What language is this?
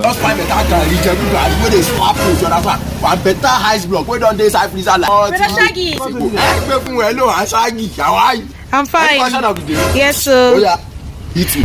Nigerian Pidgin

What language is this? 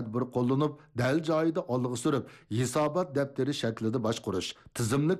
Uyghur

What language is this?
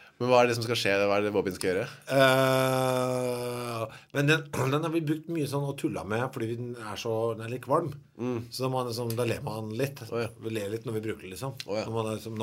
Norwegian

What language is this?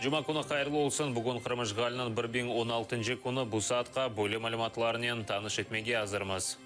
Crimean Tatar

